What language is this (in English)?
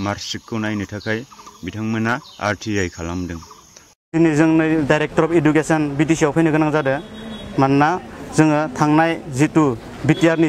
Bodo